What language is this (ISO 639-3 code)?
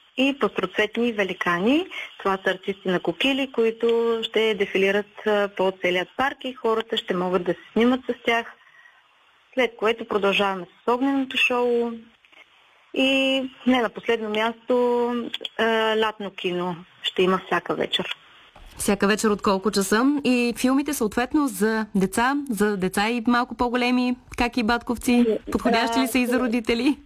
bul